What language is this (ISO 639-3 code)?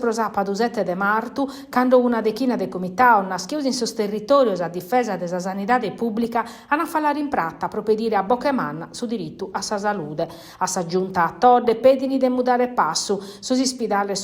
srd